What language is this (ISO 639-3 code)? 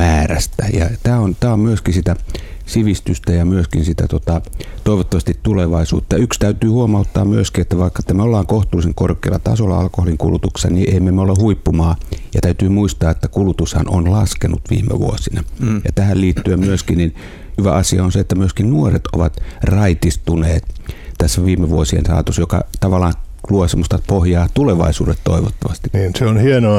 fin